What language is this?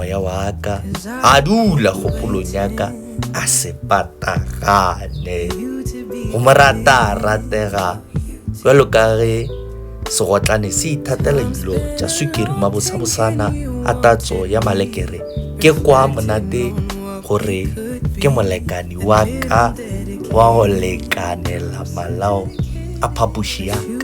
Northern Sotho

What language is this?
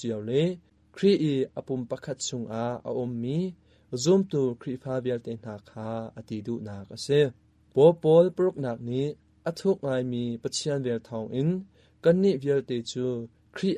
Hakha Chin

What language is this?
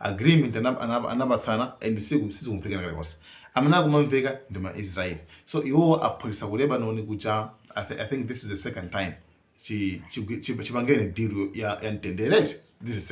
Nyanja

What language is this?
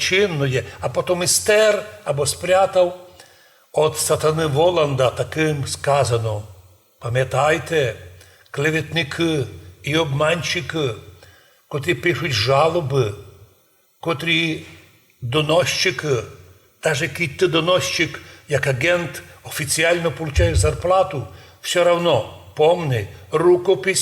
Rusyn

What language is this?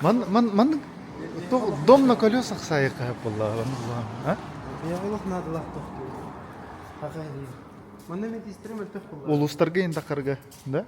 Yakut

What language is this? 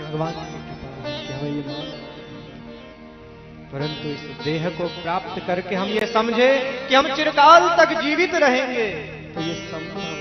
Hindi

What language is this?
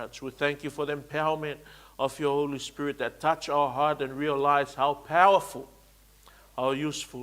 Samoan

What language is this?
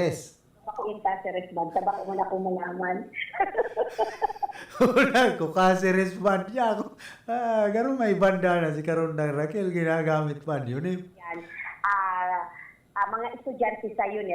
Bikol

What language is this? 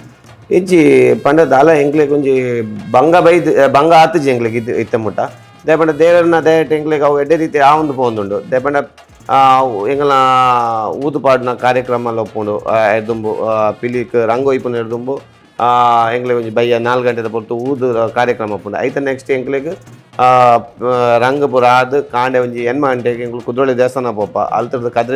Tulu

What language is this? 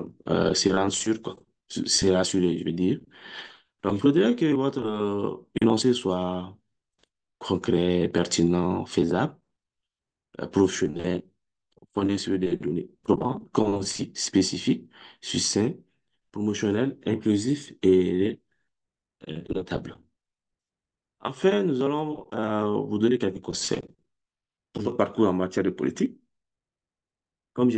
French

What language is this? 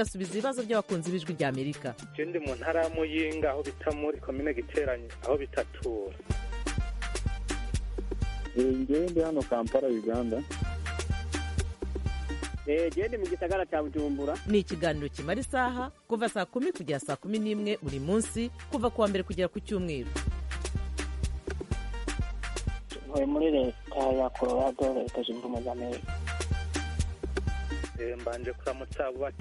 Kinyarwanda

